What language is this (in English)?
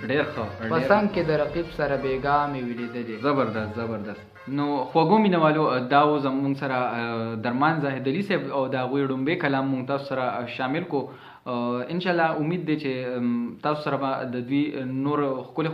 Pashto